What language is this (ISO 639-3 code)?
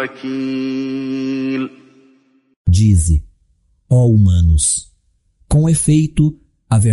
glg